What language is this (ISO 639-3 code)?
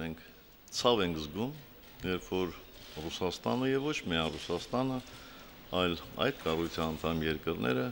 hye